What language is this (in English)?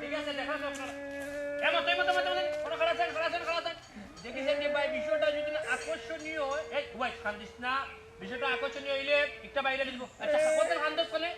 Sylheti